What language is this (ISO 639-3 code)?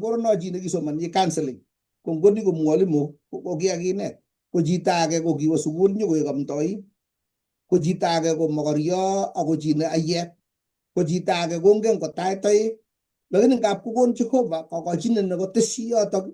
kln